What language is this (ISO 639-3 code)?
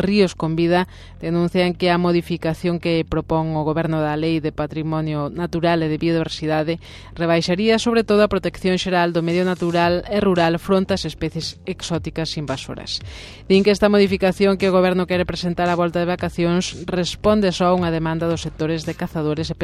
glg